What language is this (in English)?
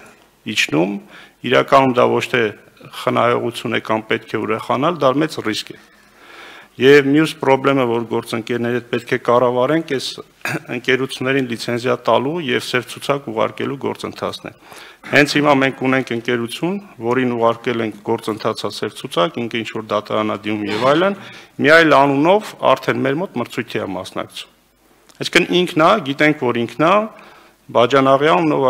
Armenian